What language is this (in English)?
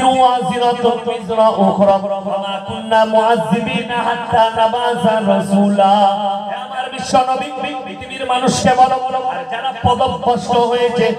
Bangla